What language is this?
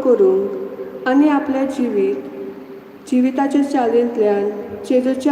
Konkani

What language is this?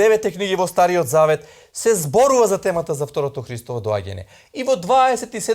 Macedonian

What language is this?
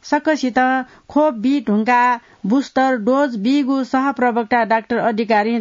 Newari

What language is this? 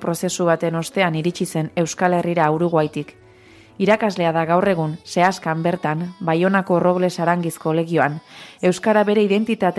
Basque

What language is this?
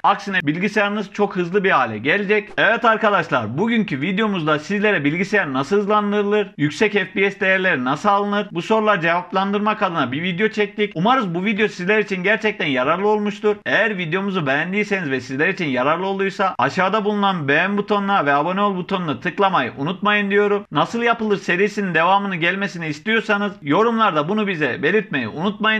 Turkish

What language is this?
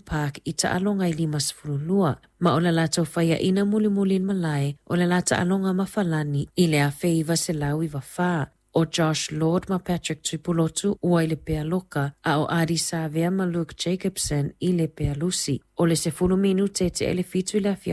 Samoan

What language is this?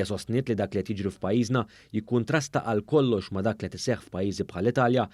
Maltese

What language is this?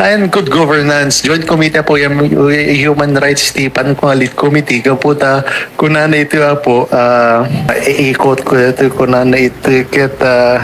Iloko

